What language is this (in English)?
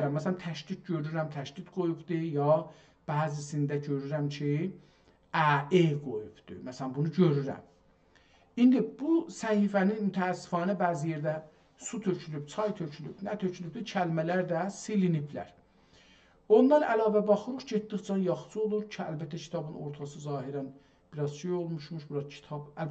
South Azerbaijani